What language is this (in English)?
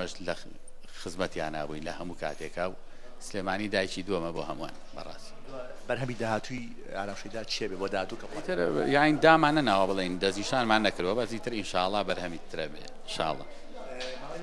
Central Kurdish